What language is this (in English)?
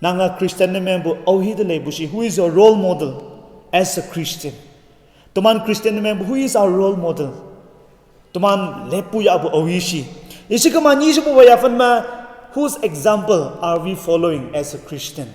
Konyak Naga